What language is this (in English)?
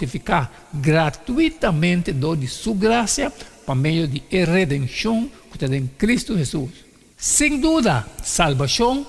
Papiamento